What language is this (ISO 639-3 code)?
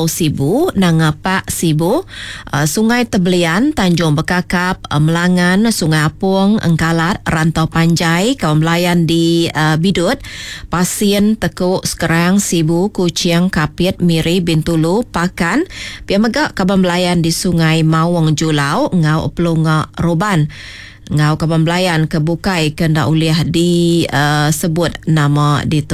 iba